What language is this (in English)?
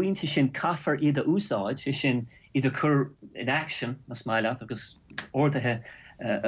Irish